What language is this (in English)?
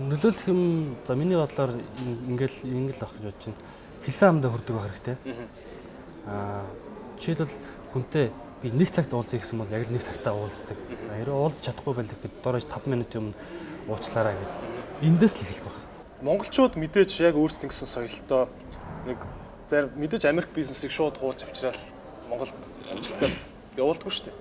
Mongolian